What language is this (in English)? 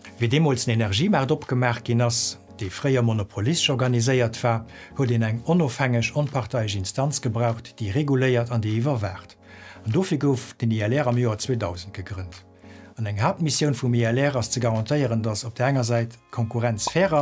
Luxembourgish